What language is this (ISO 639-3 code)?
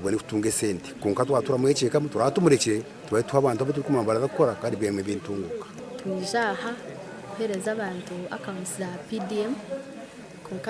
nyn